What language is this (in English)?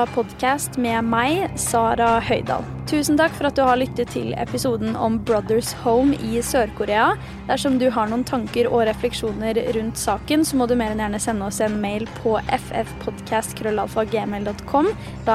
Norwegian